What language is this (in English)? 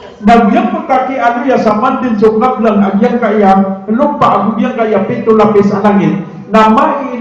Maranao